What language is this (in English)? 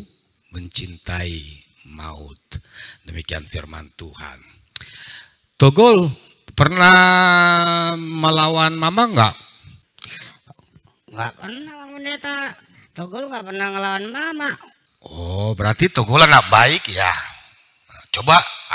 Indonesian